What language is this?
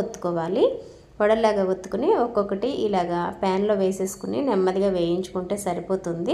Telugu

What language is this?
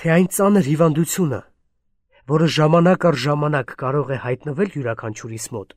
Armenian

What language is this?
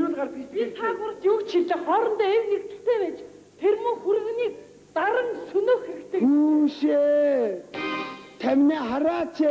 Mongolian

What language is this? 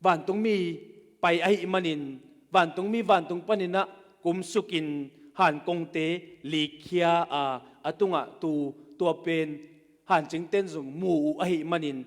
Tedim Chin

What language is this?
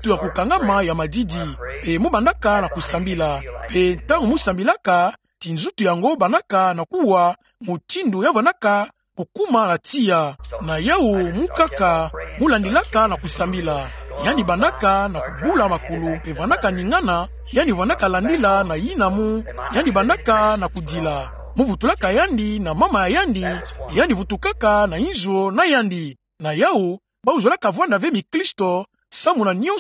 Kituba (Democratic Republic of Congo)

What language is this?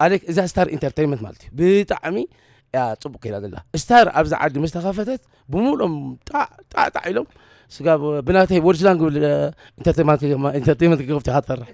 Tigrinya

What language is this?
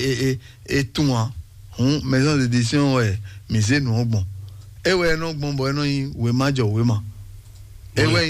Fon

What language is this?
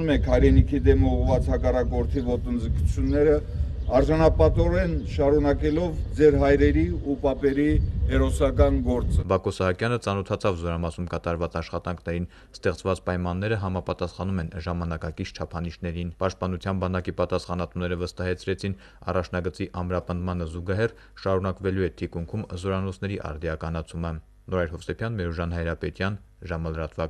Armenian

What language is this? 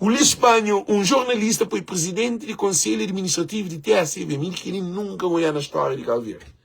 Kabuverdianu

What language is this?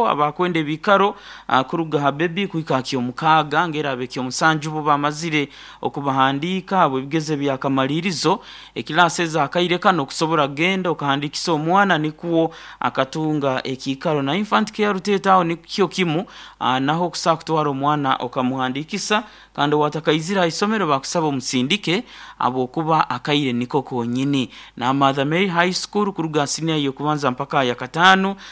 Nyankole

